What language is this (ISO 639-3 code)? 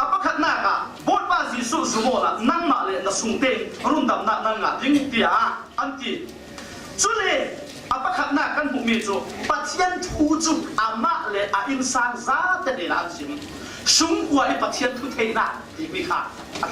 cfm